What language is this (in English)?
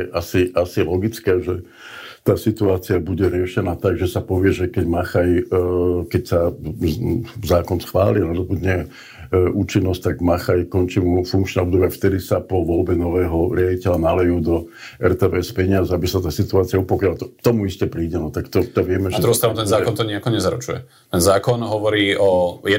Slovak